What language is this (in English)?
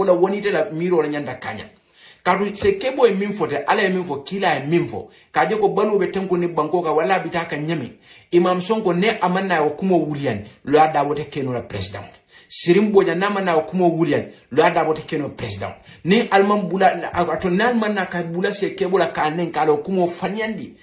Hausa